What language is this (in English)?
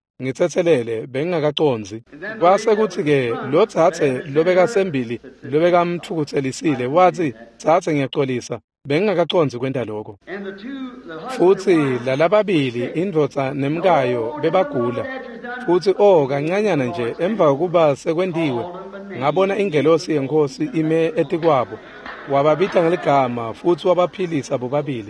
Swati